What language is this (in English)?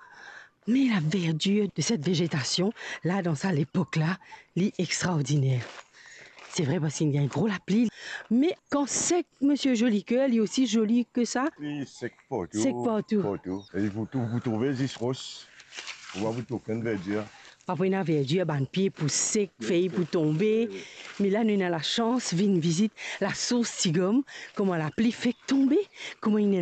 Morisyen